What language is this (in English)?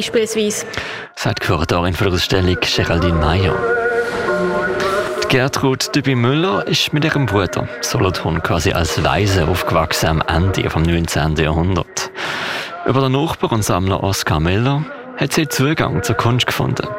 German